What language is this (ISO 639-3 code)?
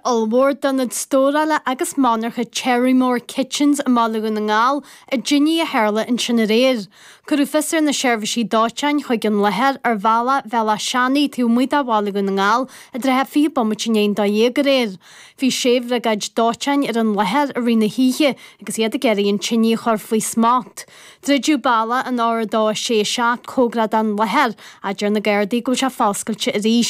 gle